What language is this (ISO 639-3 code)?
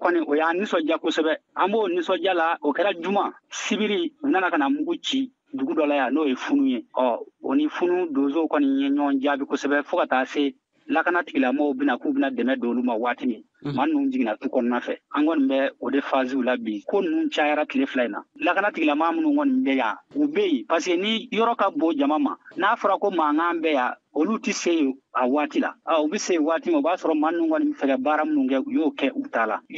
bam